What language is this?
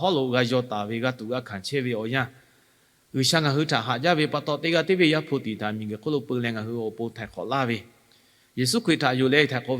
Lahu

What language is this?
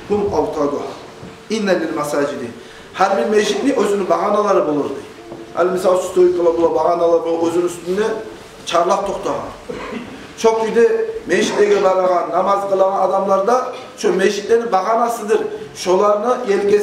Kumyk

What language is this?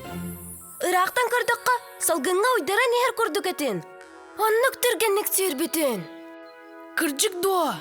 Yakut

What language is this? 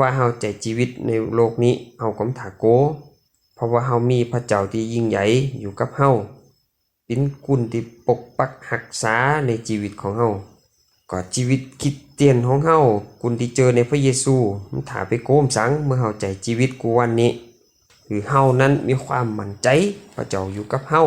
Lü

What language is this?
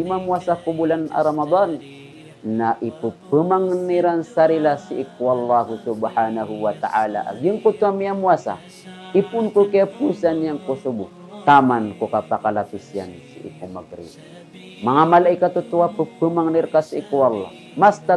Maranao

